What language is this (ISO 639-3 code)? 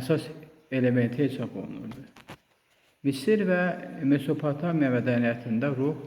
aze